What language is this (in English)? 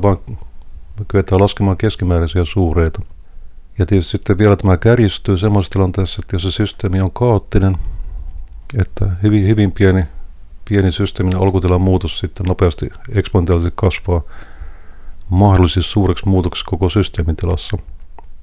Finnish